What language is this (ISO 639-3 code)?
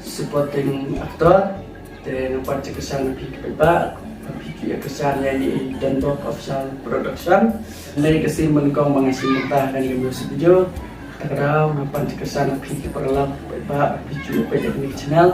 kha